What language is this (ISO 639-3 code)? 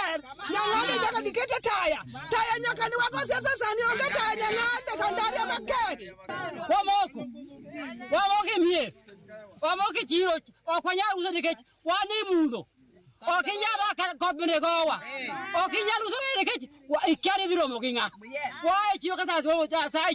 luo